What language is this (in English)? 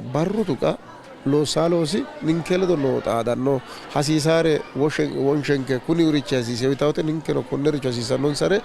Sidamo